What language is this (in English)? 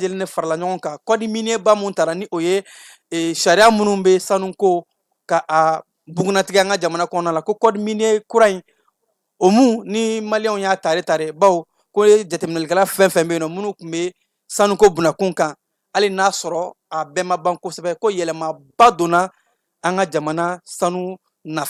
Bambara